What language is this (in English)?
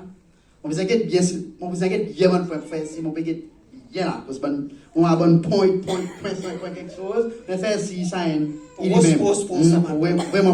Seselwa Creole French